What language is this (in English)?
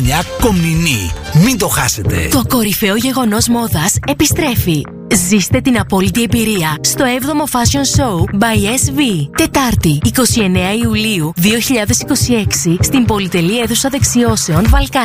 Greek